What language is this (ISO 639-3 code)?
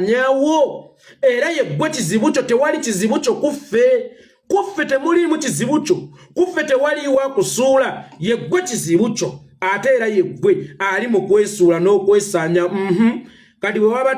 lug